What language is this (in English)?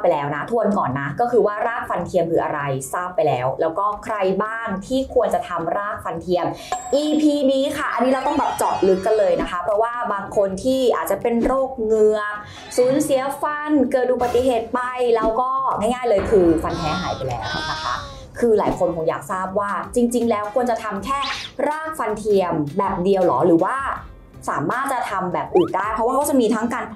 Thai